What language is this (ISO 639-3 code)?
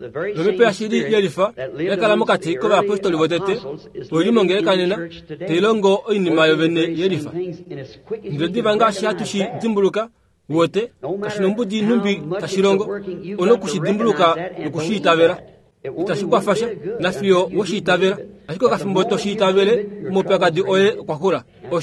kua